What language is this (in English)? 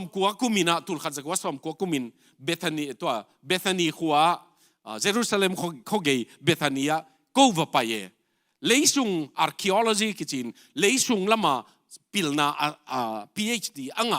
Tedim Chin